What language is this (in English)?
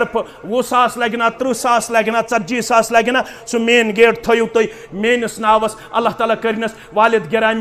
Kashmiri